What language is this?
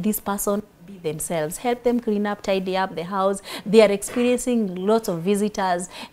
English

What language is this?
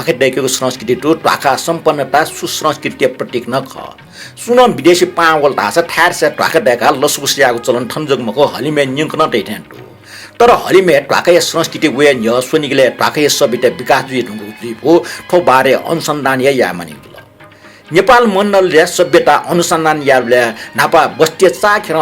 Newari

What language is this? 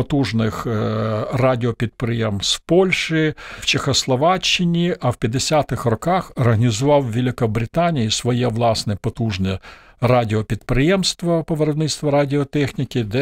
Ukrainian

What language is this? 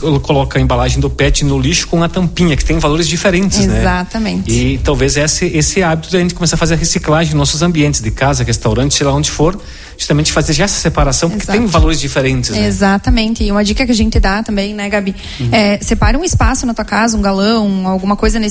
Portuguese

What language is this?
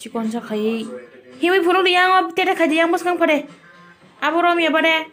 Kok Borok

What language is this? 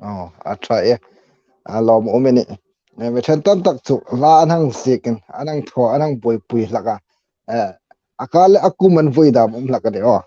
Hmar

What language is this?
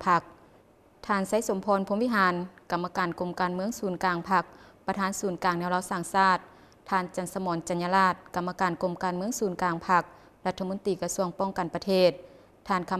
Lao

